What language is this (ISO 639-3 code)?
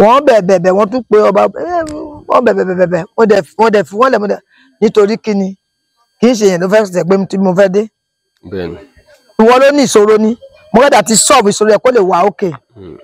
yor